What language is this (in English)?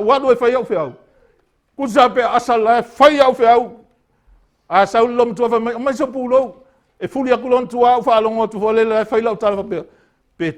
Samoan